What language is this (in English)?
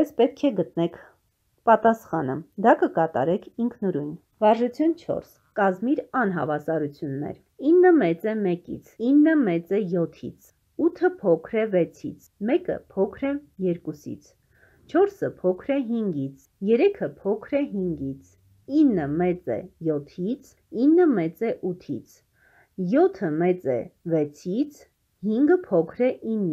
Armenian